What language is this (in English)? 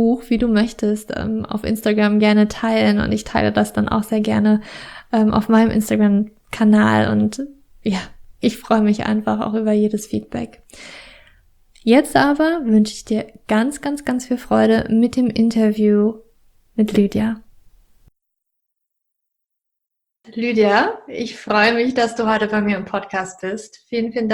German